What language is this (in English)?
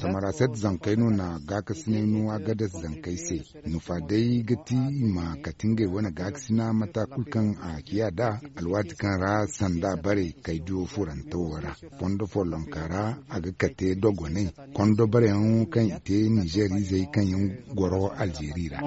Zarma